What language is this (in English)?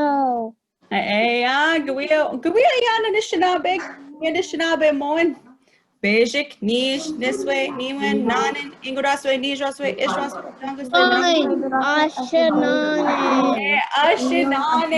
Chippewa